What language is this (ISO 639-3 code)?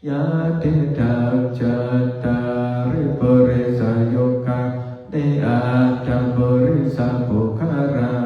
pli